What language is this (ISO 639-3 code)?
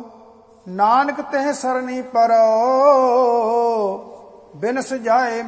pan